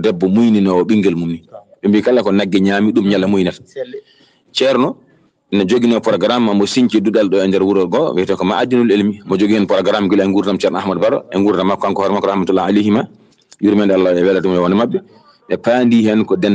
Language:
Fula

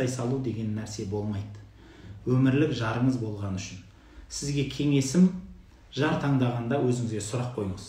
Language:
Kazakh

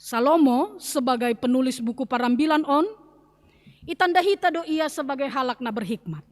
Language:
Batak Simalungun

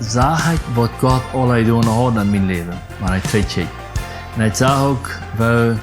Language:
Plautdietsch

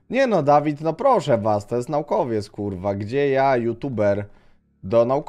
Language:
Polish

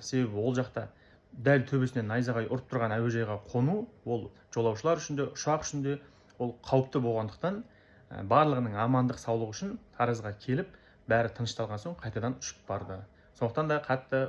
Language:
Kazakh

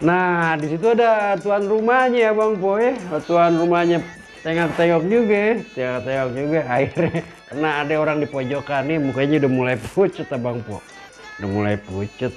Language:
Betawi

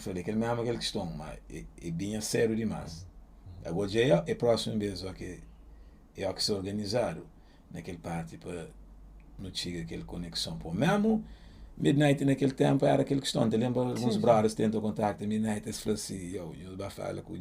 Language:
Kabuverdianu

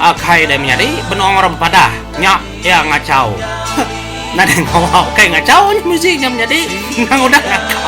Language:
Iban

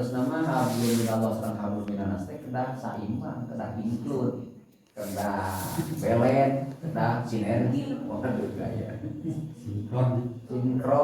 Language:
Sundanese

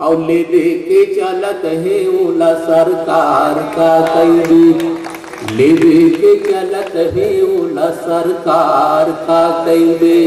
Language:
Chhattisgarhi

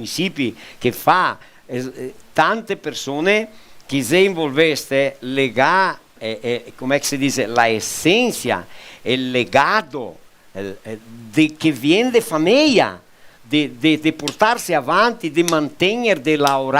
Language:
Venetian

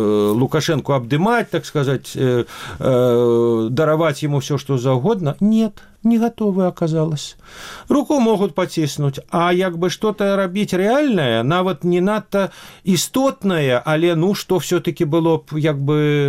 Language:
Belarusian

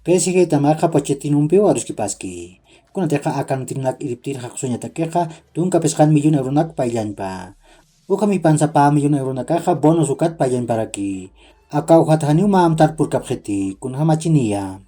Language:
Aymara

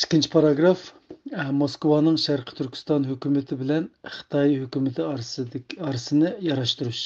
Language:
Uyghur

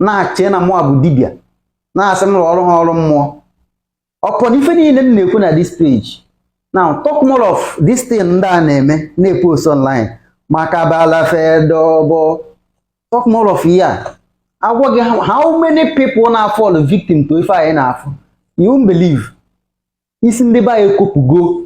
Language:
Igbo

